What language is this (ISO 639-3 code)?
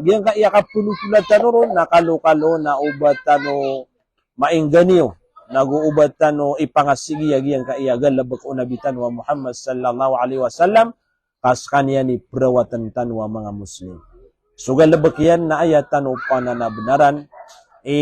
mrw